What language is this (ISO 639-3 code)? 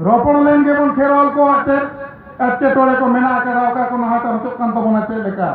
sat